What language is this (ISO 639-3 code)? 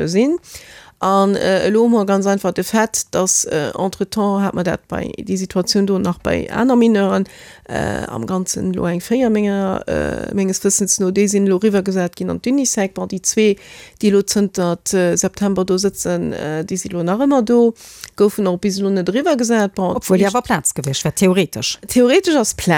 ltz